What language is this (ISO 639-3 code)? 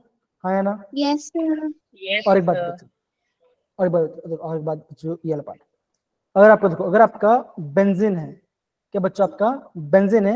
hin